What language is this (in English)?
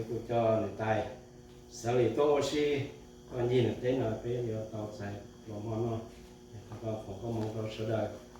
Hmong